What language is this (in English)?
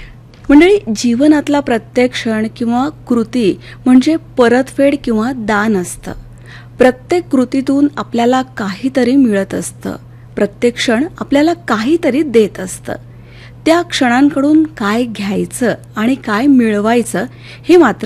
Marathi